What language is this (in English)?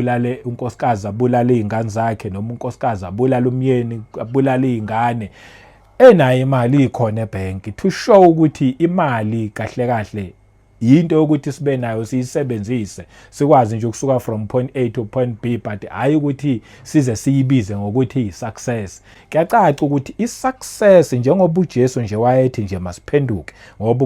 Zulu